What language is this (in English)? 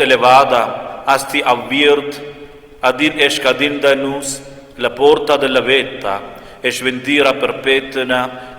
Romansh